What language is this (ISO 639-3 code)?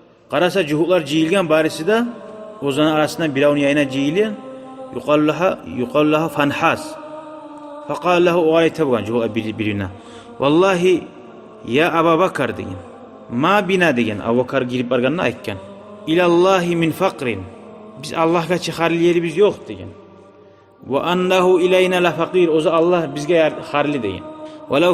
kum